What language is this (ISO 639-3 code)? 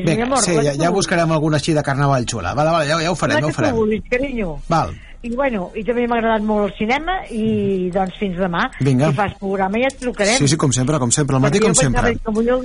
cat